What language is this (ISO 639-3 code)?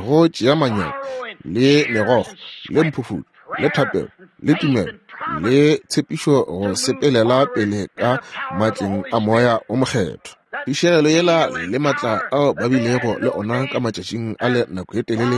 nso